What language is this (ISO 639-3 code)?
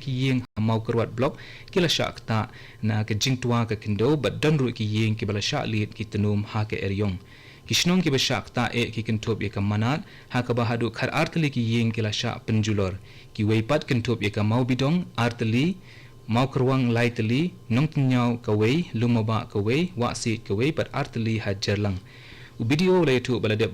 kha